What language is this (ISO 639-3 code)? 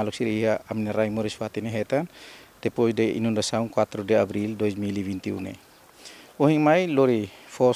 tet